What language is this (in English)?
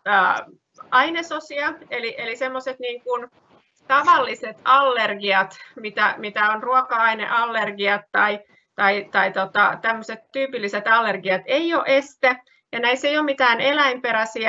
Finnish